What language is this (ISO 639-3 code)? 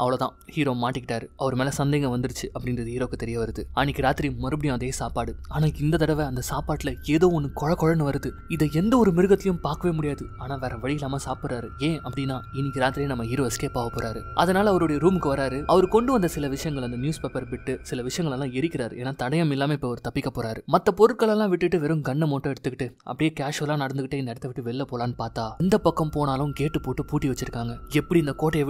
tam